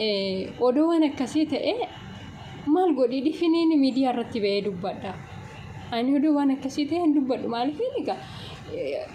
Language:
Oromo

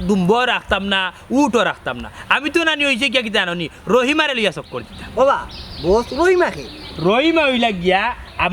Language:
Sylheti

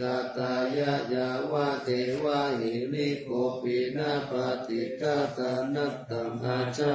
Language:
Pali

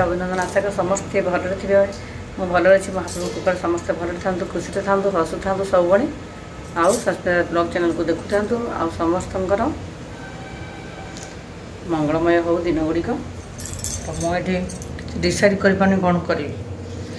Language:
Odia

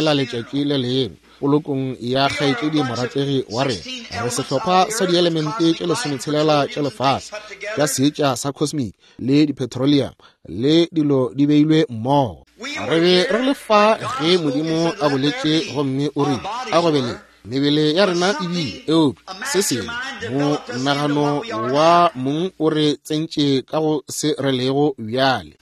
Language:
Northern Sotho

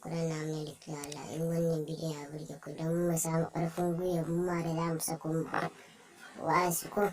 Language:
Hausa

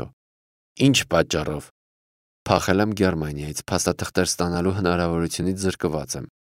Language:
Armenian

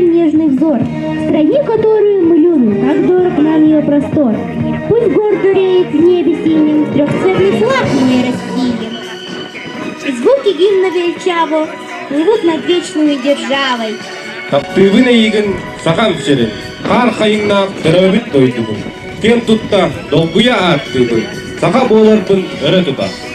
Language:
Yakut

